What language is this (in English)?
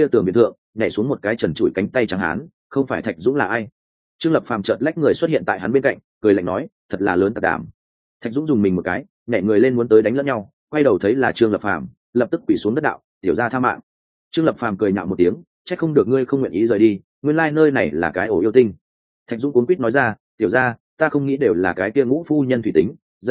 Vietnamese